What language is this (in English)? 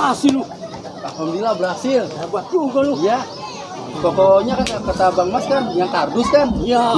Betawi